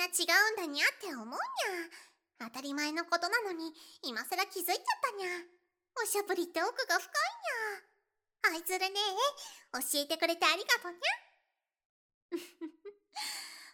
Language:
Japanese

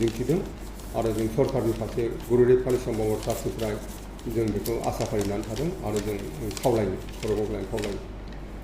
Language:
Bodo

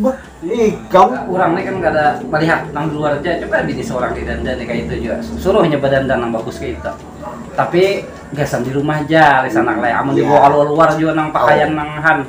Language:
Banjar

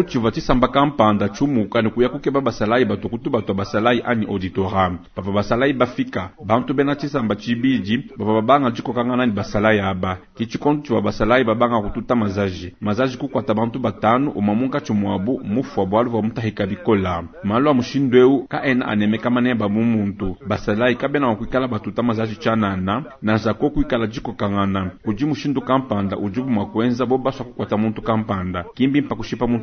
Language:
Luba-Lulua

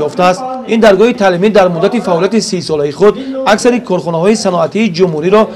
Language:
Tajik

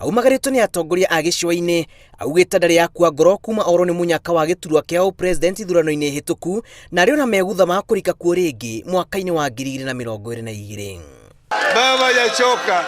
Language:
Kikuyu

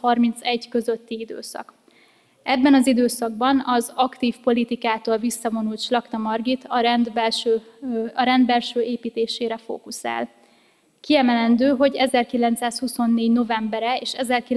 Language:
Hungarian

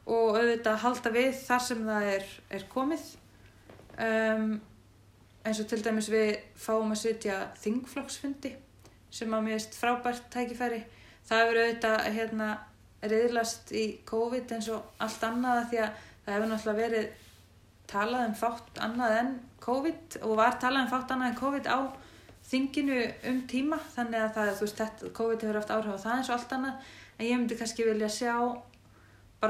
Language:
Icelandic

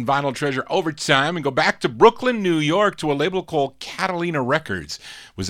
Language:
English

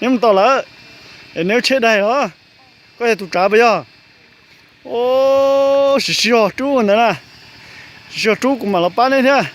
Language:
Hmong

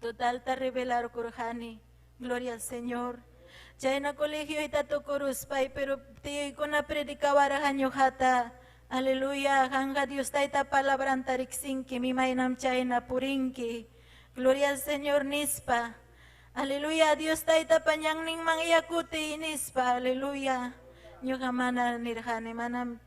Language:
Ayacucho Quechua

